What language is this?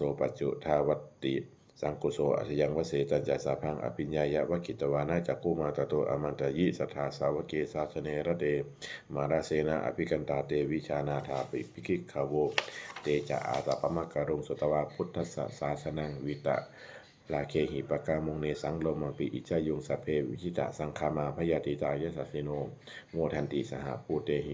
Pali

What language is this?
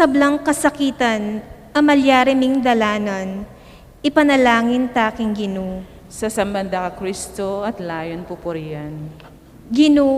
Pampanga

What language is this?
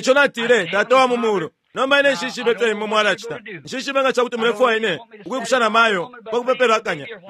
Bemba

